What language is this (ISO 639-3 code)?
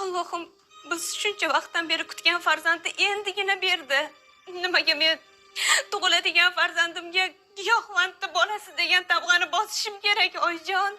uzb